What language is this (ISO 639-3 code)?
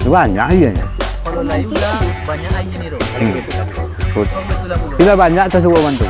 min